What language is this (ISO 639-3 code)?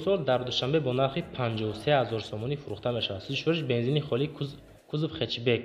tgk